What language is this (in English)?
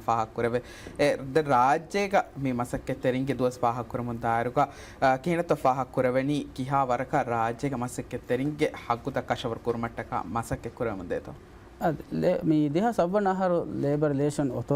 Divehi